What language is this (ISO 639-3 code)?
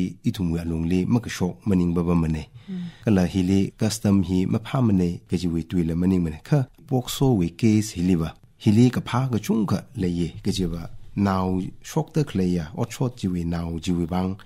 nmf